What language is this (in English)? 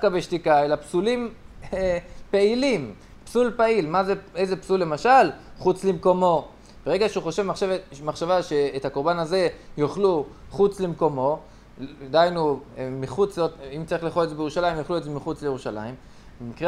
Hebrew